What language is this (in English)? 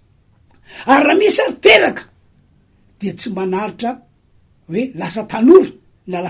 Malagasy